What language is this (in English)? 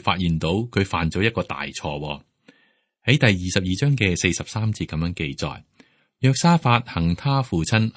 Cantonese